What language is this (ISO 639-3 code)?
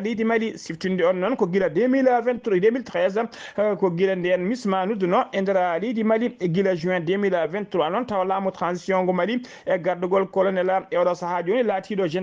ful